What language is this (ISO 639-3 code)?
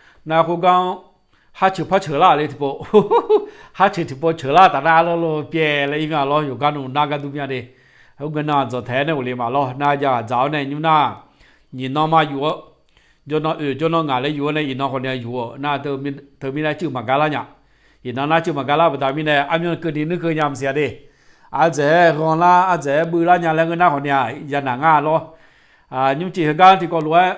ahk